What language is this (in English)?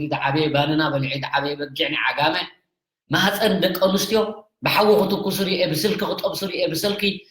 Tigrinya